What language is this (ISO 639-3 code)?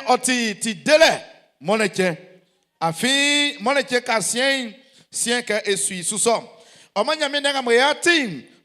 bci